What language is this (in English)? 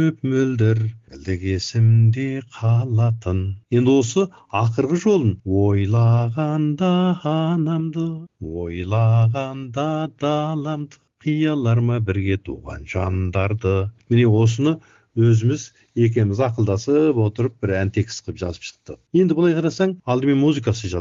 Kazakh